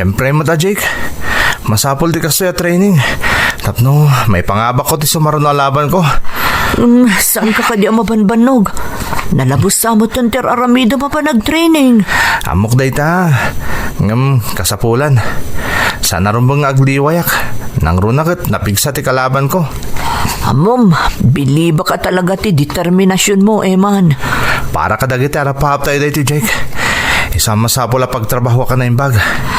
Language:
Iloko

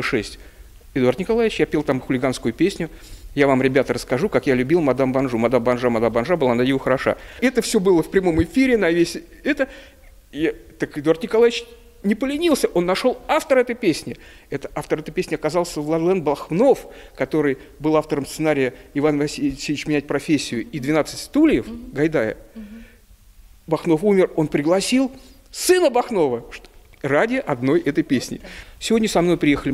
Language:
Russian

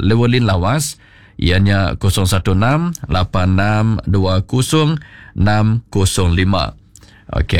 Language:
Iban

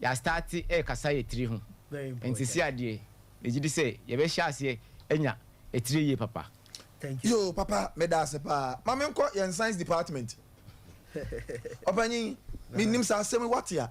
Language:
Akan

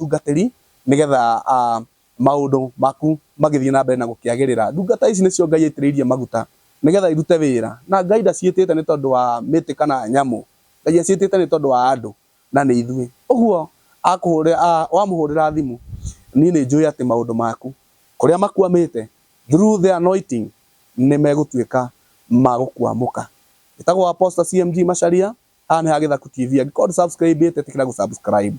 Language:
Kikuyu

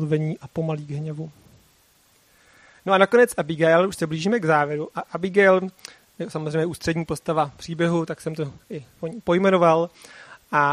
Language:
Czech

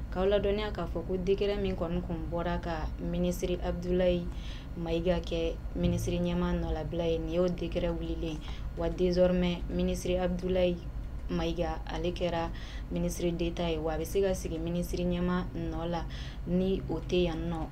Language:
Bambara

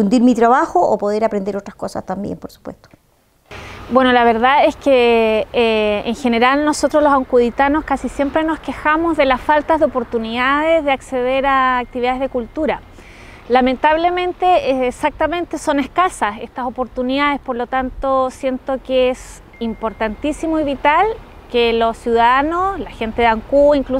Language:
Spanish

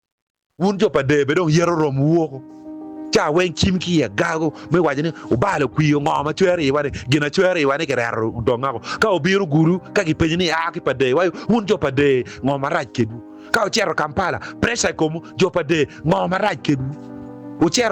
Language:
Acoli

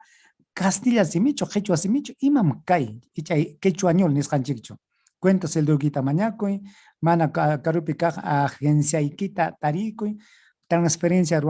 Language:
Ayacucho Quechua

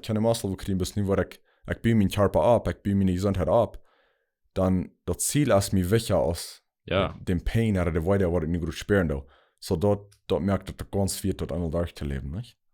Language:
Plautdietsch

